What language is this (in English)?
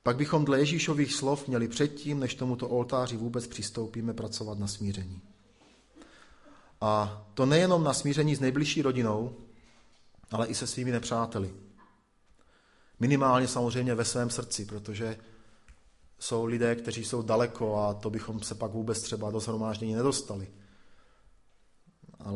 Czech